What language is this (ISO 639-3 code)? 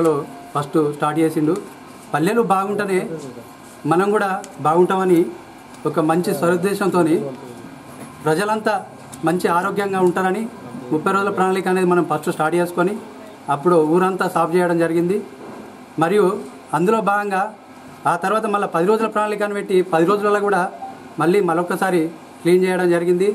tel